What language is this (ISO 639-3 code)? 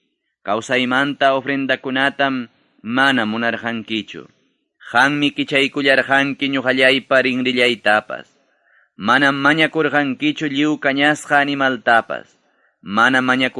quy